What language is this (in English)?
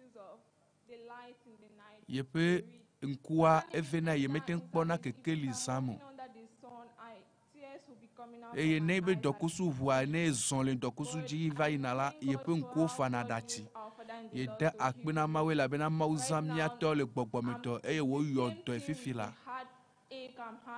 Ewe